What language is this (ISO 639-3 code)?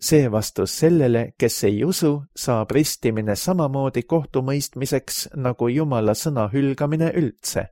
est